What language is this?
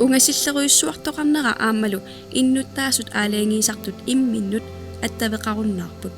Kalaallisut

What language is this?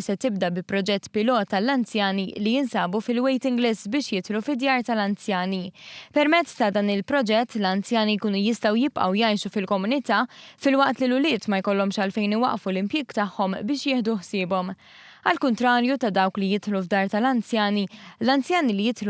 Maltese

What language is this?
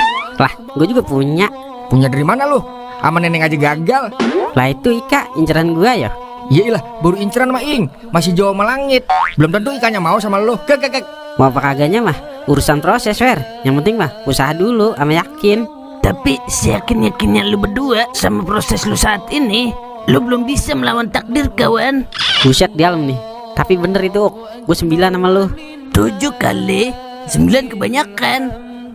Betawi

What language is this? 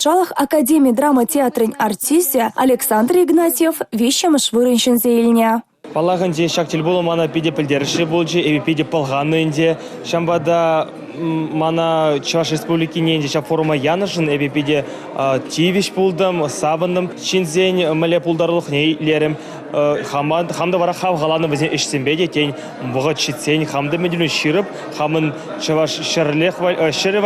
Chuvash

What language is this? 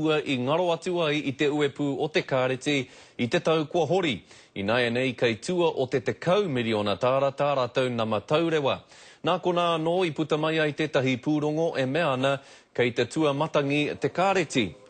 Māori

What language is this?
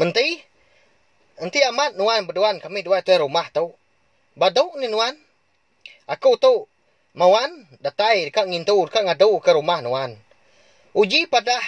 Iban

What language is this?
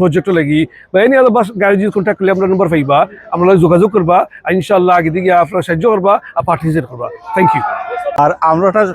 Sylheti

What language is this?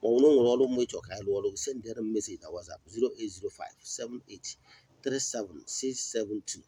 Igbo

